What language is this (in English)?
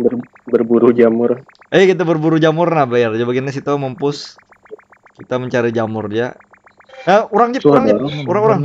Banjar